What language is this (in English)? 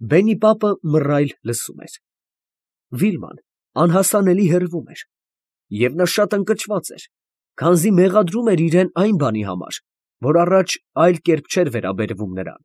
Armenian